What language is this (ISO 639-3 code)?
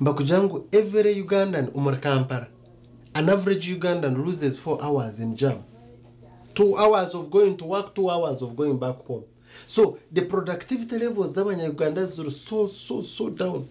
nyn